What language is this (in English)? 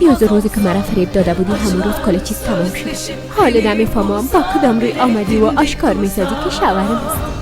Persian